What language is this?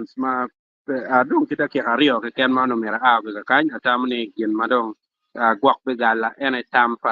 Acoli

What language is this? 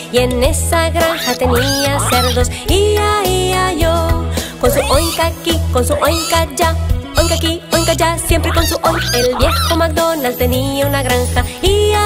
Spanish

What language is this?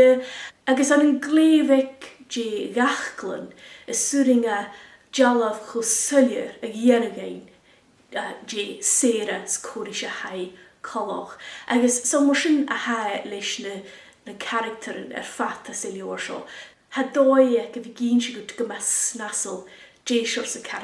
Scottish Gaelic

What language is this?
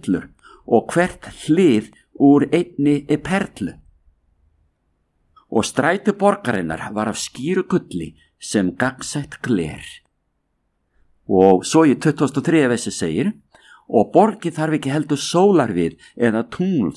Icelandic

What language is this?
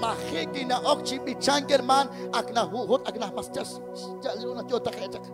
Kekchí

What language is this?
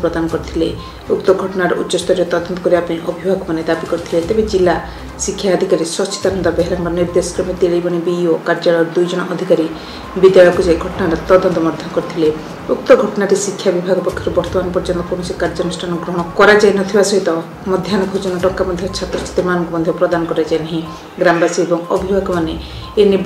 Odia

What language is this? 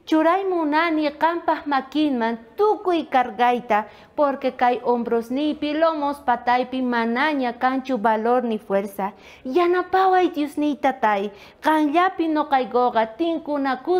South Bolivian Quechua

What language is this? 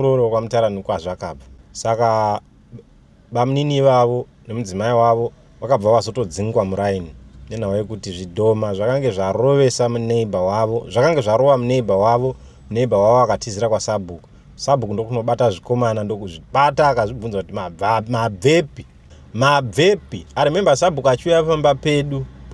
Shona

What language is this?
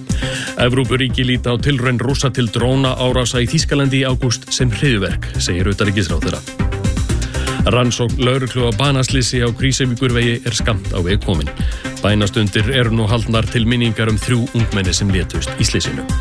Icelandic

